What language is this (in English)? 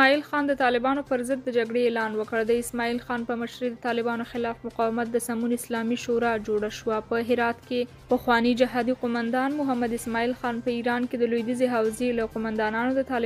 Pashto